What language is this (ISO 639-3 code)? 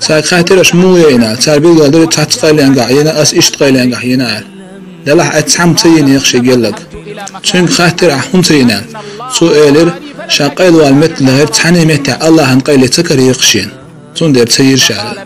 che